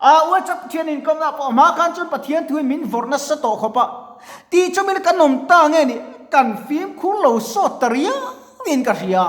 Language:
Mizo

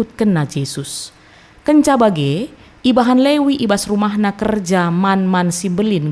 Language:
Batak Karo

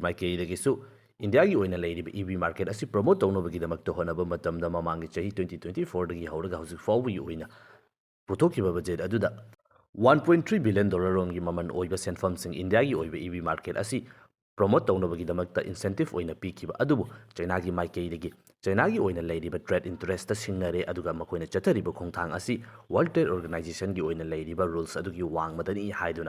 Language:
Manipuri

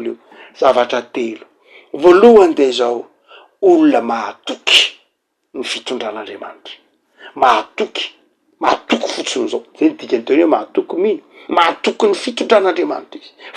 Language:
Malagasy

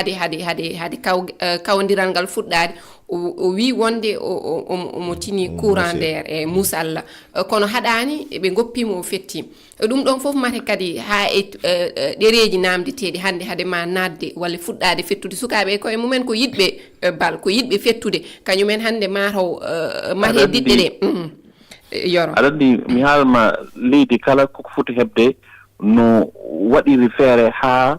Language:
Fula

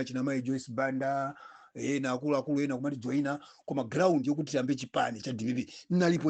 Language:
Nyanja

